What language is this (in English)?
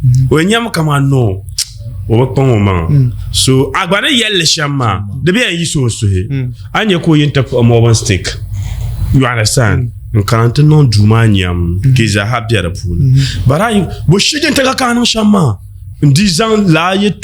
Dagbani